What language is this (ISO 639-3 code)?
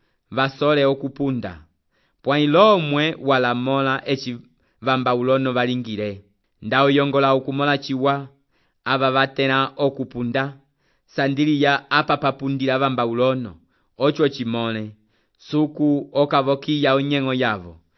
umb